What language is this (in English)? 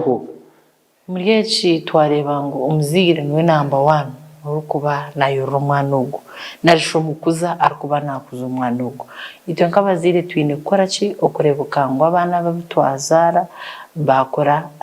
Nyankole